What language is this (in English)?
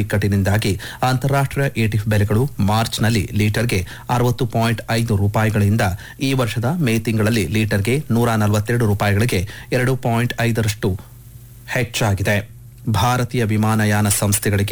Kannada